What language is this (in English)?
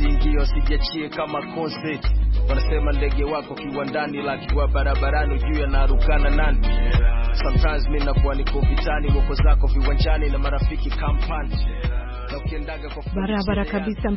Swahili